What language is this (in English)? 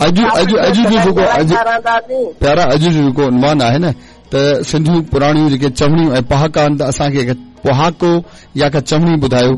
Sindhi